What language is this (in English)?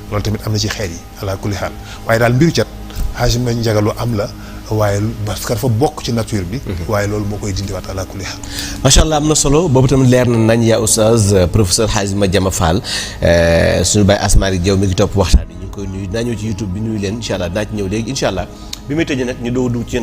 Wolof